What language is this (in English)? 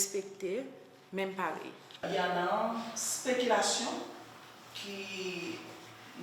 Seselwa Creole French